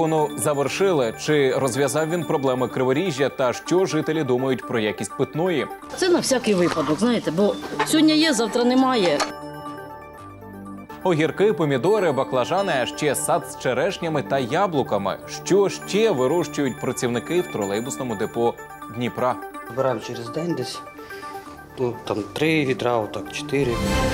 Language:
Ukrainian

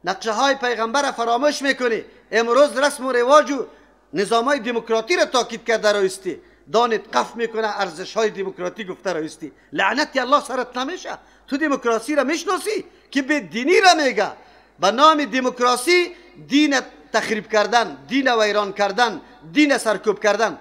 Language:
Persian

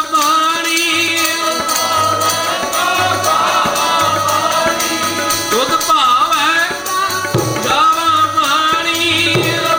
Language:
Punjabi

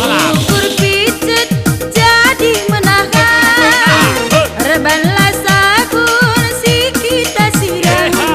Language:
Batak Karo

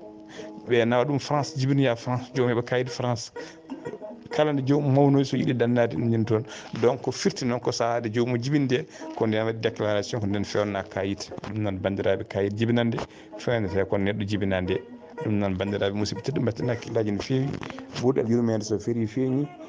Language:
Fula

